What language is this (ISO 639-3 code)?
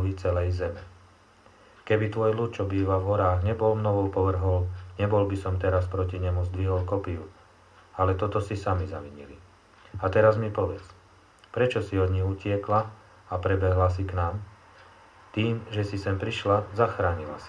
slk